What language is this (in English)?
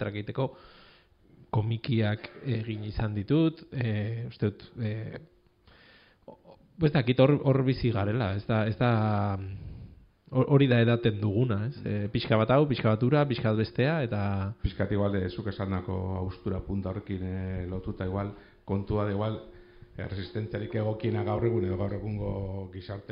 Basque